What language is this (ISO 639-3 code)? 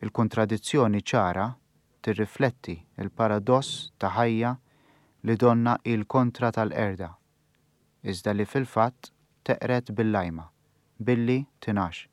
mlt